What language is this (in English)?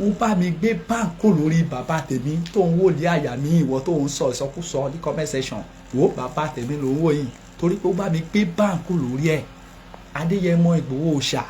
Yoruba